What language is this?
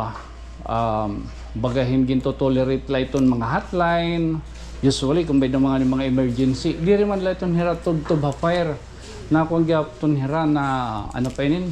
Waray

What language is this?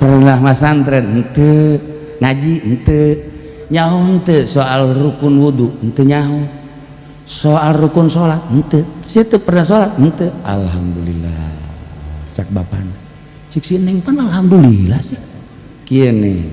Sundanese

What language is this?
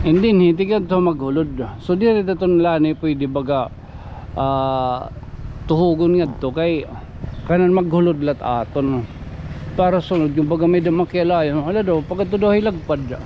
Waray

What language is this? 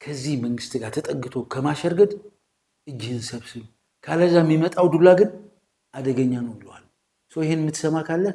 Amharic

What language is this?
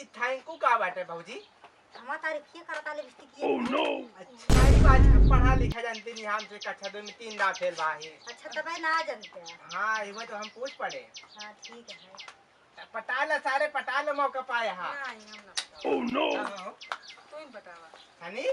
Awadhi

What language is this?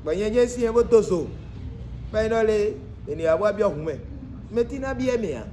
Fon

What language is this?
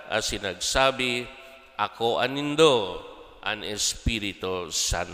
Bikol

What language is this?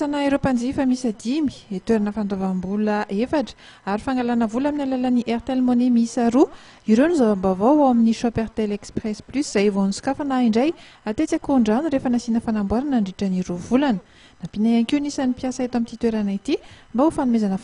Malagasy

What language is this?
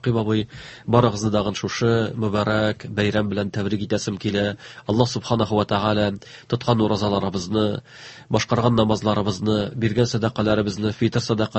Tatar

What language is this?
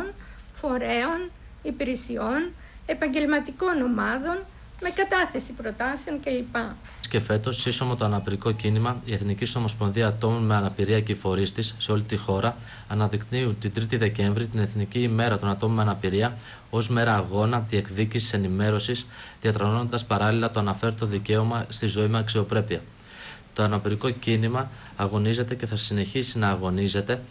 Greek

